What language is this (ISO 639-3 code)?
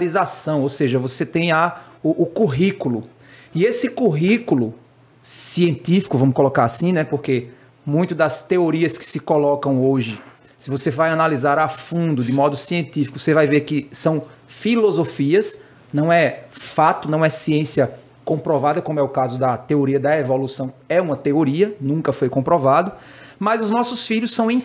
por